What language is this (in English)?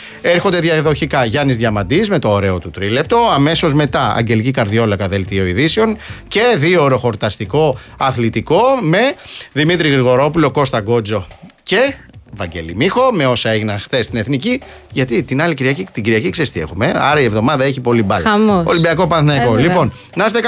Greek